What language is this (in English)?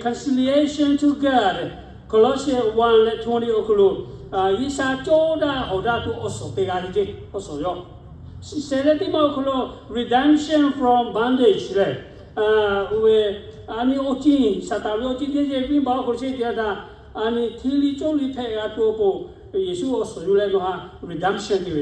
Lahu